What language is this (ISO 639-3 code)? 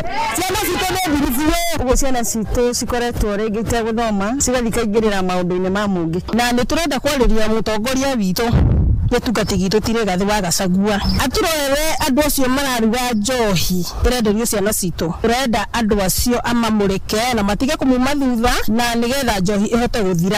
kik